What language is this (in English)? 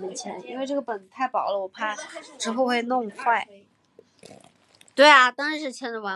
Chinese